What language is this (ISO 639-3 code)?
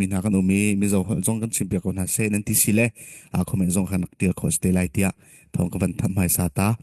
cfm